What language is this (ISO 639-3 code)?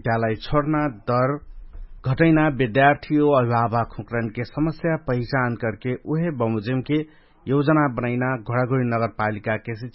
thl